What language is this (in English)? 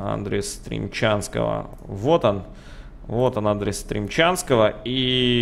Russian